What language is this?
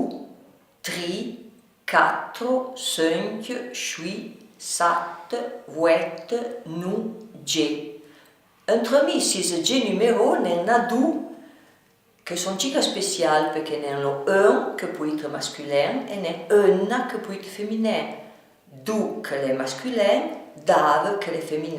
Arpitan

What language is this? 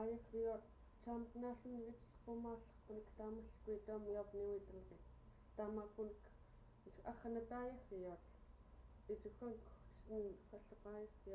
Central Yupik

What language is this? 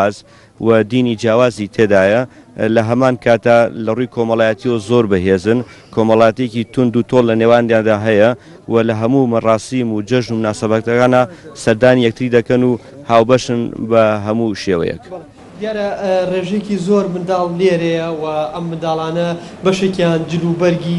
Central Kurdish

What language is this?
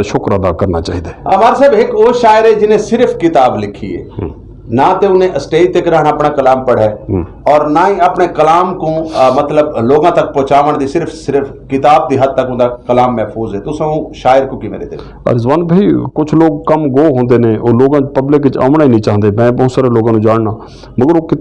Western Panjabi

